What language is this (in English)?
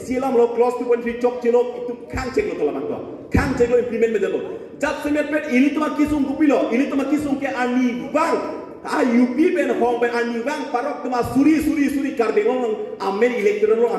Karbi